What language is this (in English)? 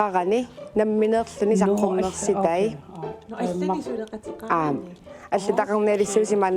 Kalaallisut